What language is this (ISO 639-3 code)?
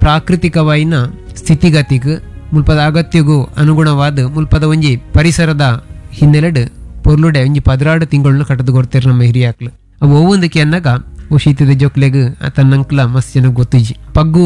tcy